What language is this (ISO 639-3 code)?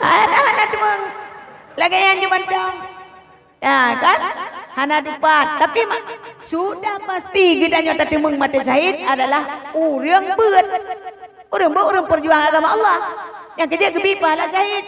ace